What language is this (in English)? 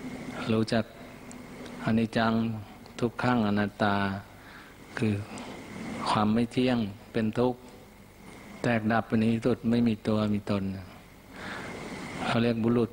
Thai